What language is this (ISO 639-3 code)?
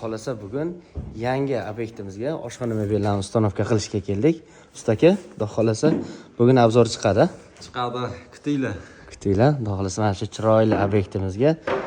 uzb